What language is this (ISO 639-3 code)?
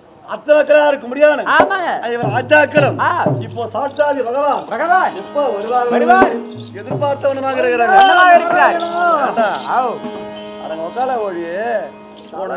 tam